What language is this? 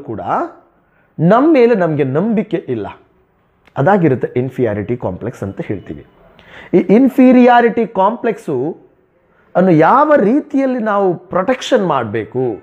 Kannada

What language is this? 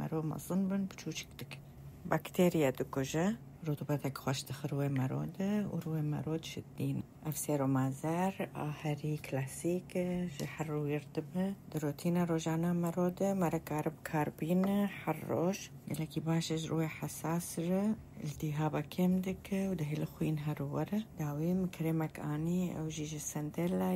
Kurdish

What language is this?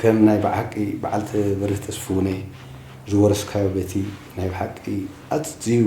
Tigrinya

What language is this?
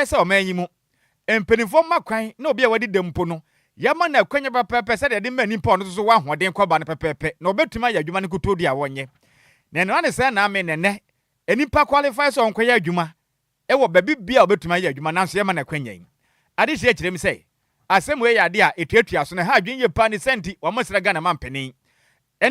Akan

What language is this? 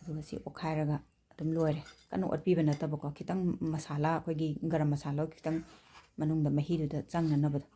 Manipuri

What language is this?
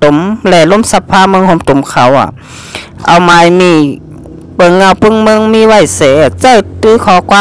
Shan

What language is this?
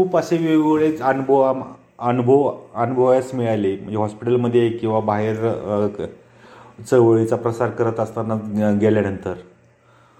Marathi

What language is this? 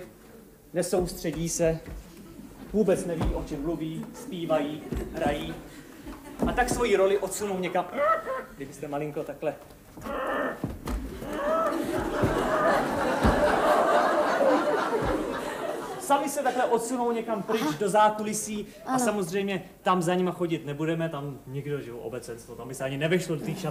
Czech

